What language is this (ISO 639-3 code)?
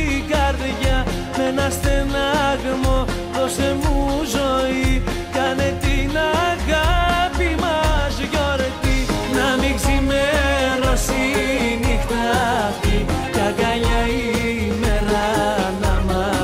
ell